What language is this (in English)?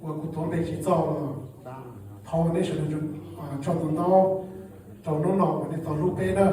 Hmong